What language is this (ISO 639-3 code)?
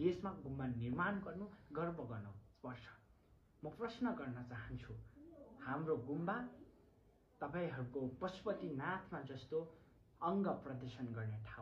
nep